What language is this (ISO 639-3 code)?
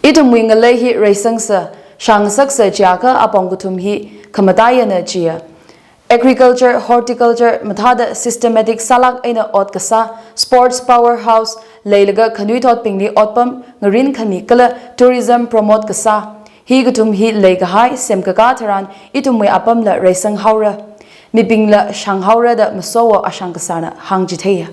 nmf